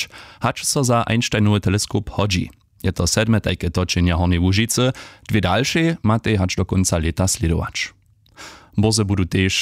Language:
Upper Sorbian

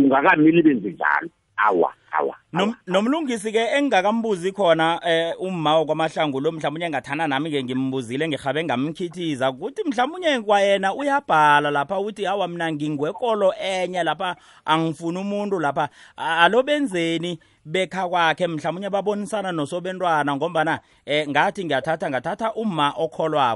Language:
South Ndebele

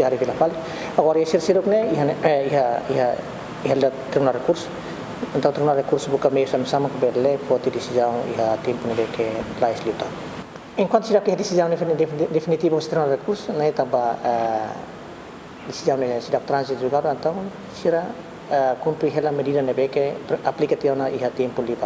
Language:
Tetum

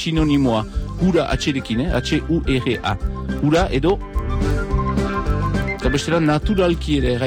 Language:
Basque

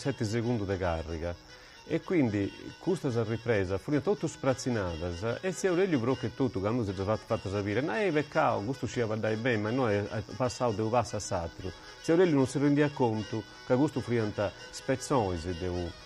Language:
Sardinian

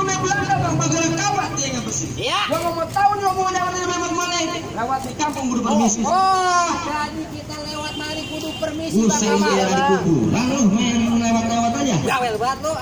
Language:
Betawi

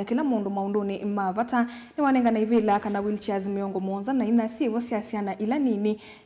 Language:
Kamba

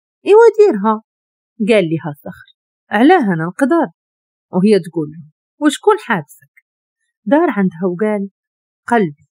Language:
Moroccan Arabic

